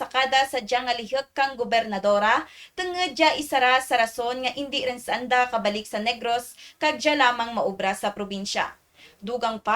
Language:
Kinaray-a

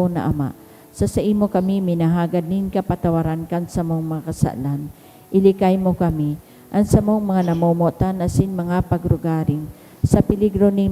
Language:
Bikol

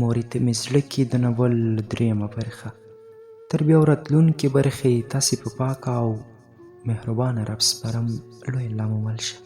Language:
Pashto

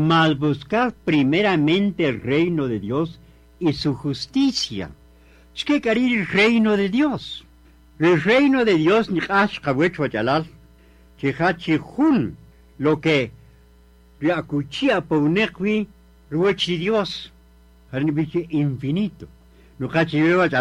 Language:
Kaqchikel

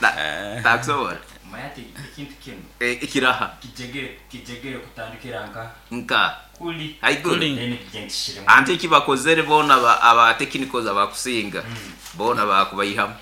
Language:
Nyoro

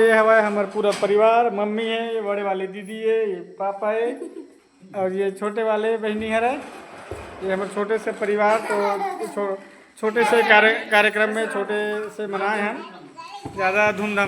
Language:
Chhattisgarhi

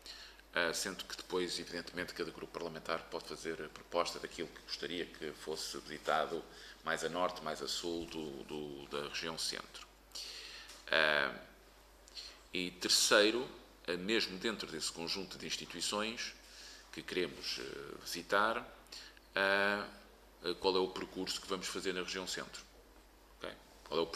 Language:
Portuguese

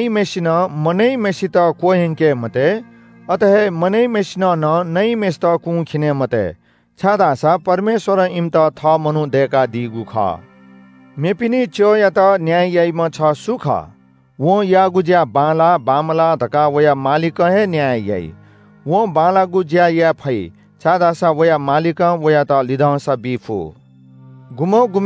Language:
Newari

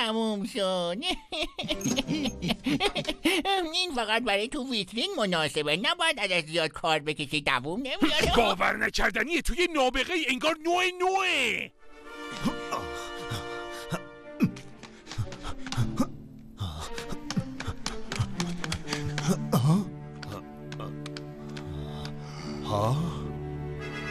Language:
Persian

